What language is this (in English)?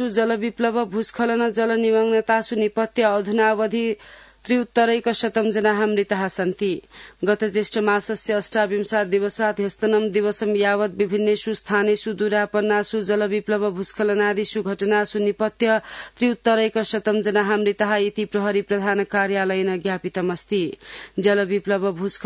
Sanskrit